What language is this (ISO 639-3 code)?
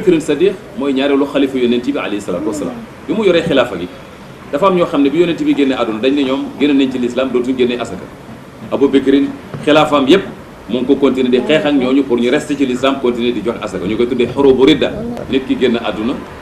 wol